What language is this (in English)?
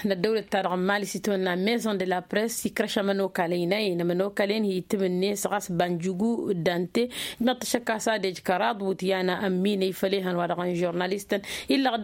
Tamasheq